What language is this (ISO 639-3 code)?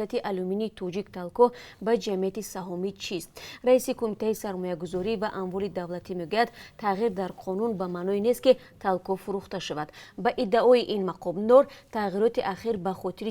tgk